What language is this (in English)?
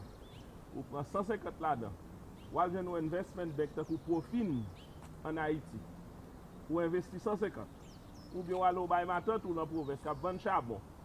Haitian Creole